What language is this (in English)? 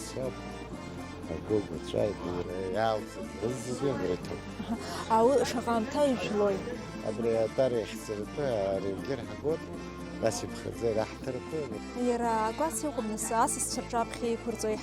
Abkhazian